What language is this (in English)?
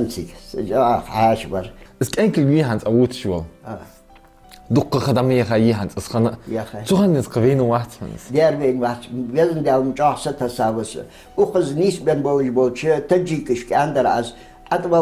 Ingush